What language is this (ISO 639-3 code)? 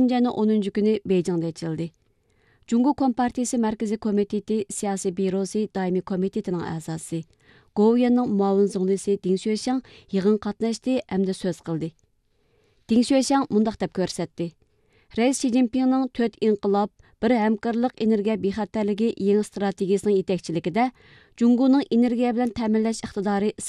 uig